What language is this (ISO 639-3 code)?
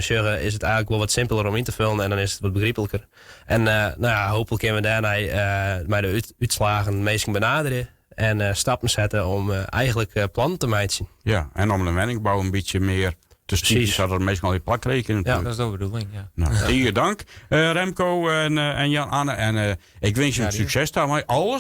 fry